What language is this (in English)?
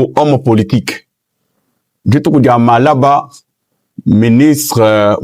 Luba-Lulua